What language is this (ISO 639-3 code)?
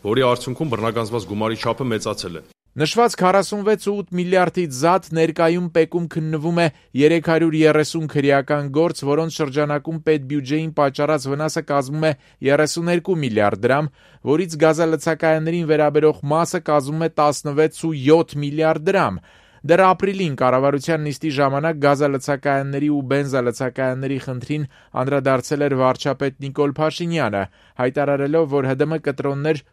hye